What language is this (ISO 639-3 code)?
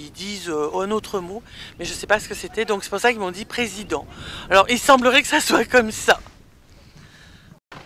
fra